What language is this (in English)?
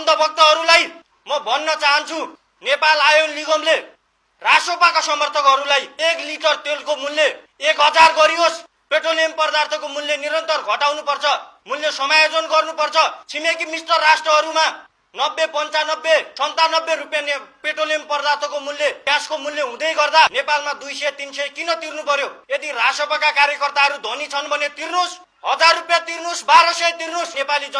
Nepali